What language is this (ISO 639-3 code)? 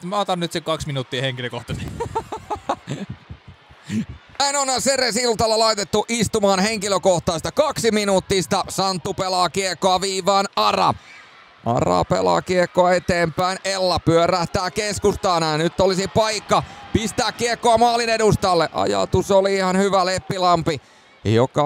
fin